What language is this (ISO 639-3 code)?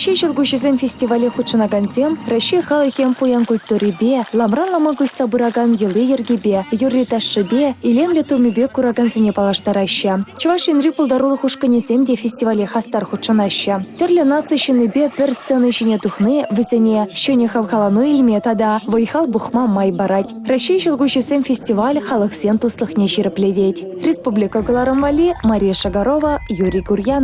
chv